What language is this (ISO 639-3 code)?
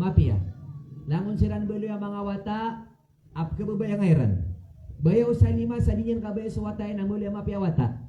mrw